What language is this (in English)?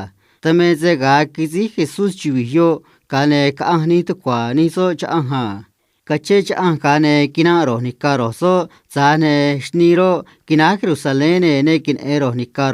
Copala Triqui